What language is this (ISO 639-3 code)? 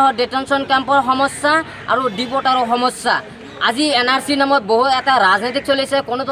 asm